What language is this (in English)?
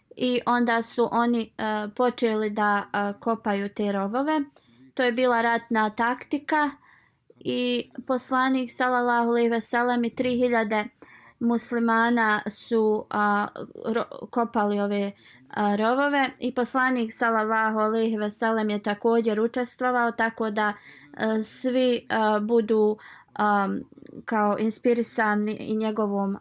Bosnian